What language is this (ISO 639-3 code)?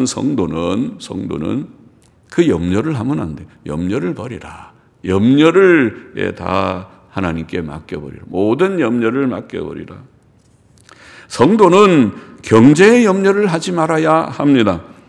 kor